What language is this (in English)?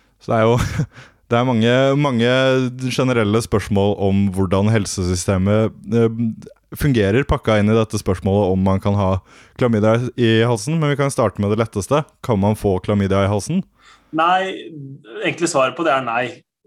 Norwegian